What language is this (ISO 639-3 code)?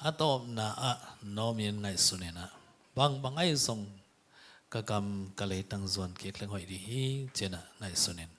ctd